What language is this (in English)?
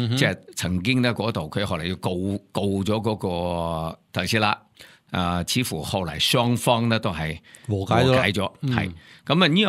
Cantonese